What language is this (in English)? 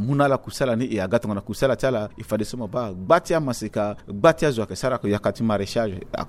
Sango